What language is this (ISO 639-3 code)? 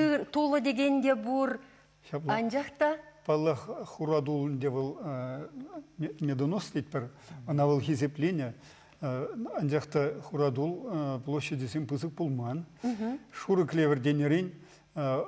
chv